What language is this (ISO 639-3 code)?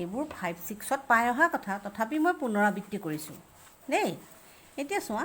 asm